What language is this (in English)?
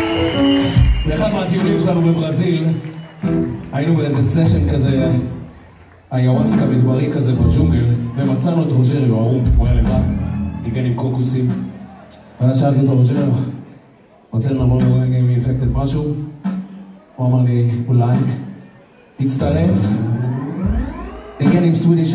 Hebrew